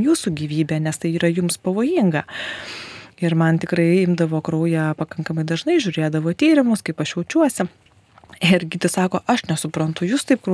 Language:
Lithuanian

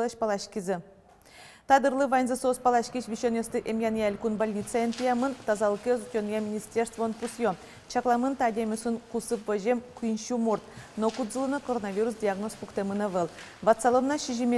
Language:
Udmurt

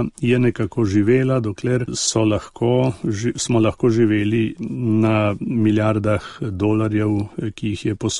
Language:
Slovenian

